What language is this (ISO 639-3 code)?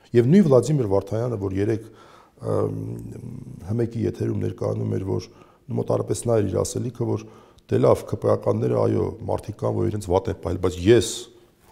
hye